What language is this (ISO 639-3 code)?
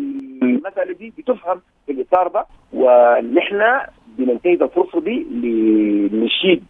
apd